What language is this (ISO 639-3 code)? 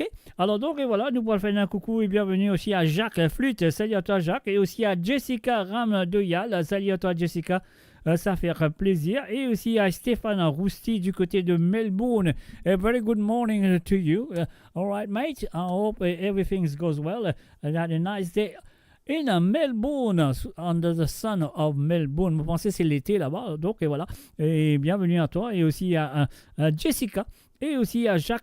mfe